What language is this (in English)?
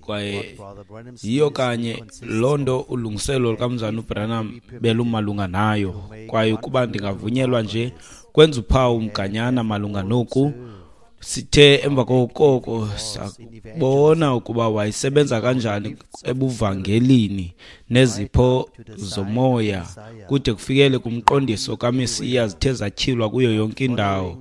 Xhosa